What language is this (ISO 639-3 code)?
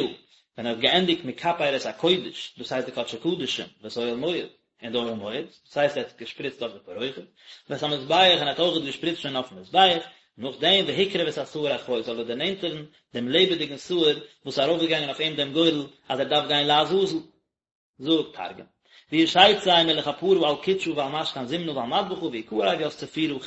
yid